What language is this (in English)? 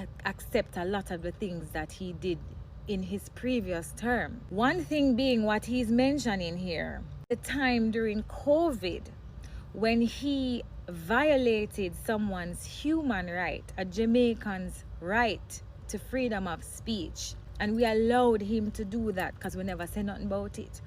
Jamaican Creole English